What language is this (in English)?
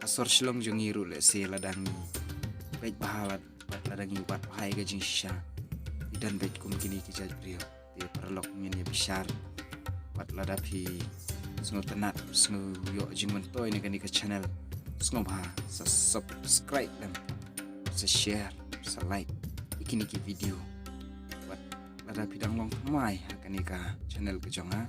Khasi